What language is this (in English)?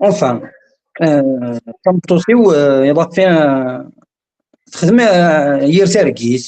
Kabyle